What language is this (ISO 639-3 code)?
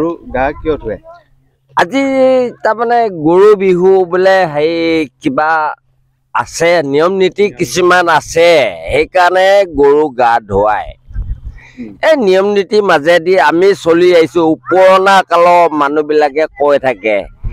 asm